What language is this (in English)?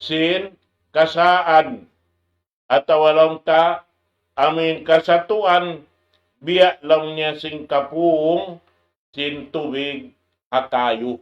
Tausug